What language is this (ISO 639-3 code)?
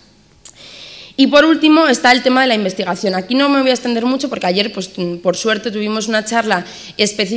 spa